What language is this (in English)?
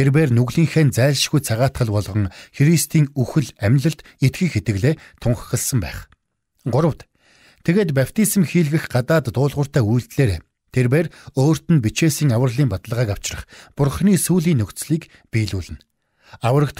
Mongolian